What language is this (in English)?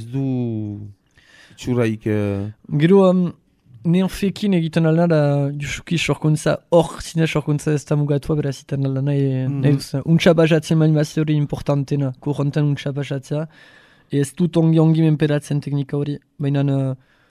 Basque